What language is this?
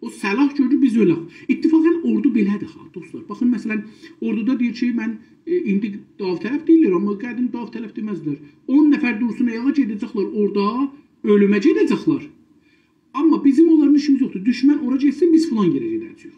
South Azerbaijani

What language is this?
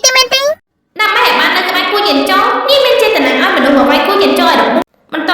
Khmer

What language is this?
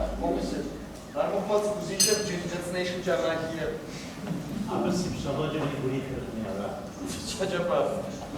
Kabardian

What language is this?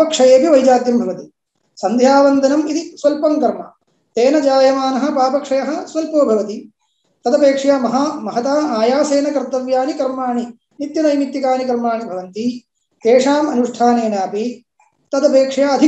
Sanskrit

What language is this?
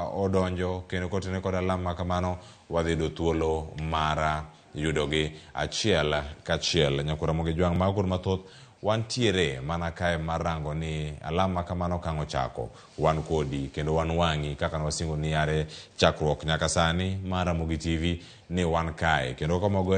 Luo (Kenya and Tanzania)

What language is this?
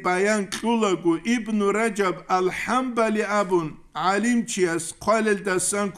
Avaric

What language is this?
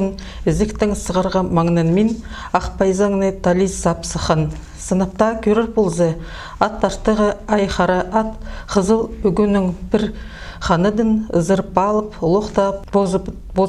Khakas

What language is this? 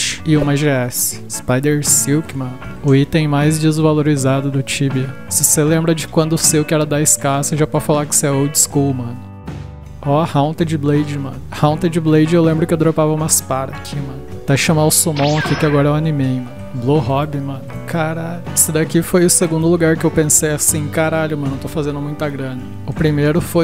Portuguese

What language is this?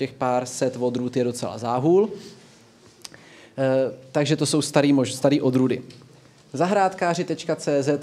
Czech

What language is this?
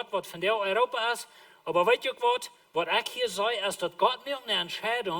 Plautdietsch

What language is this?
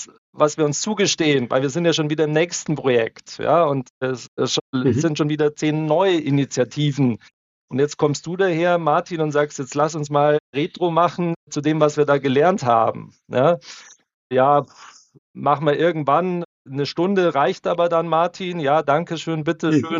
German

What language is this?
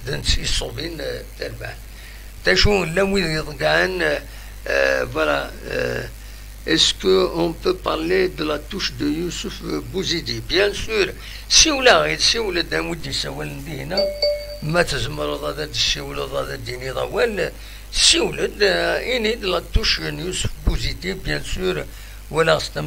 Kabyle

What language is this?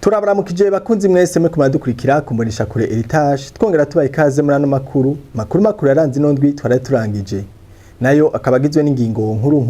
Rundi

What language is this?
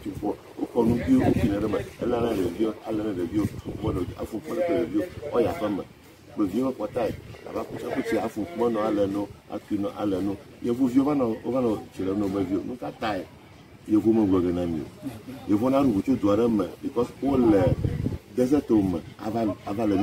Ewe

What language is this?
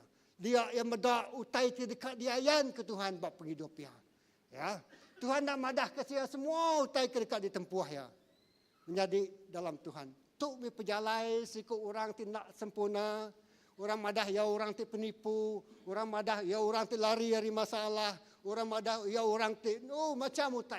Iban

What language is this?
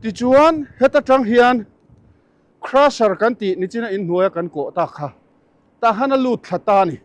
Mizo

